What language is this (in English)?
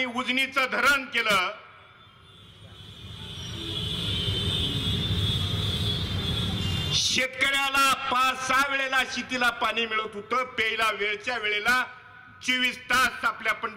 Marathi